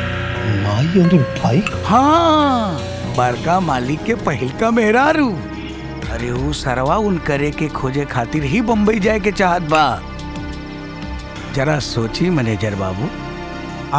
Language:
Bhojpuri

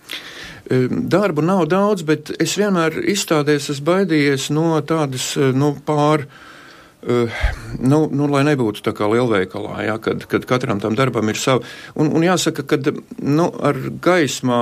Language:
Latvian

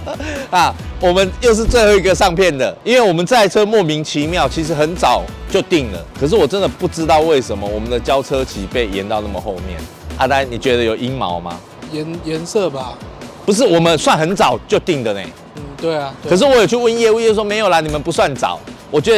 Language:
Chinese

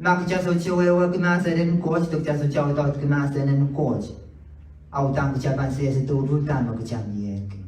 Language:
Pohnpeian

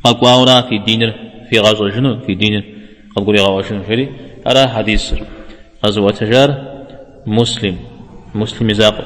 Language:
Kabardian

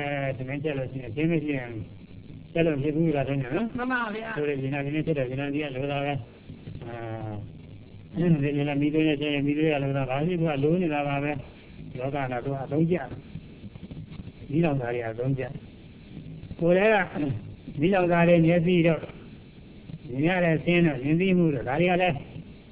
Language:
Burmese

